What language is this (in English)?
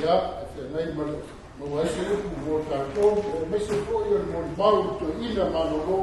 Samoan